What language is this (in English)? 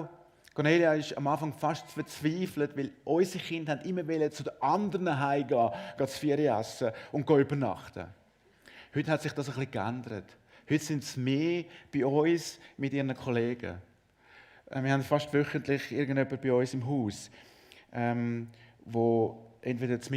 Swiss German